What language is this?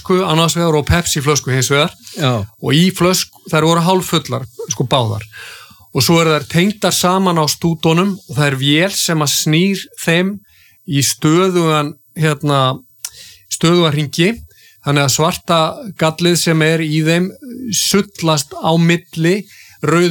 Icelandic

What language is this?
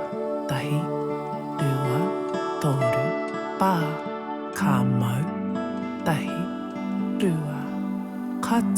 Māori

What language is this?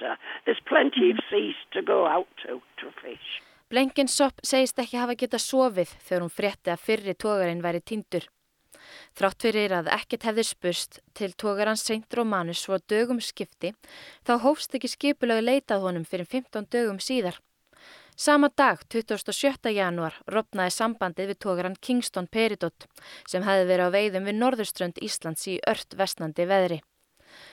Icelandic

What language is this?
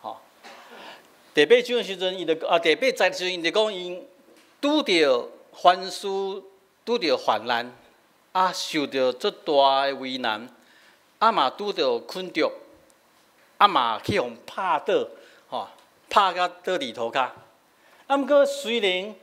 Min Nan Chinese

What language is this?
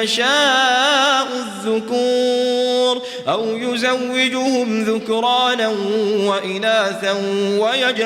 Kumyk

